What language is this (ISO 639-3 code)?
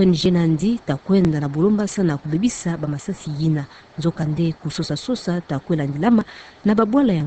ktu